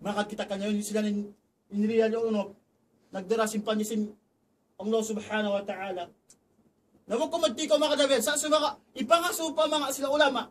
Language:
Tausug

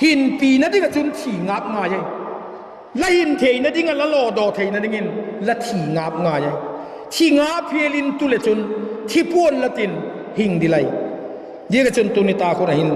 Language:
Vaiphei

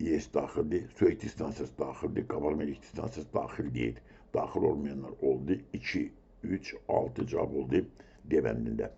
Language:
Azerbaijani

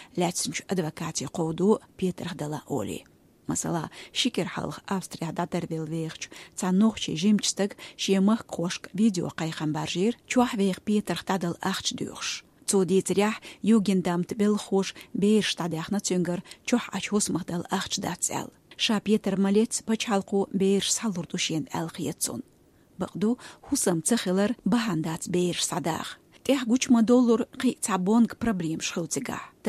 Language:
Chechen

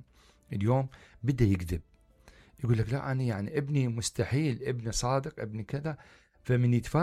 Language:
Mesopotamian Arabic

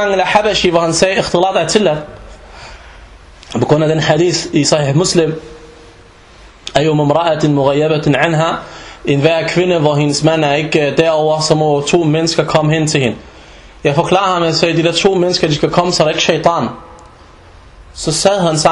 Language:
Danish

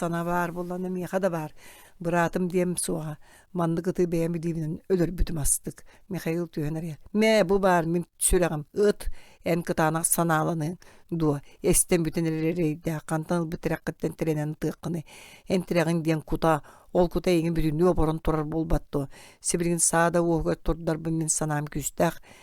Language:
Yakut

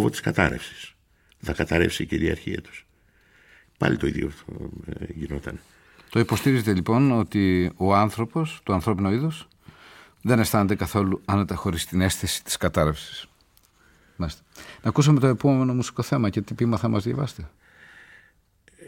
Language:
Greek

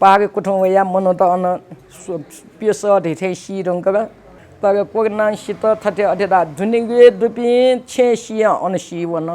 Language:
Newari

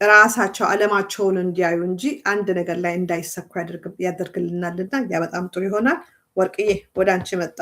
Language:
Amharic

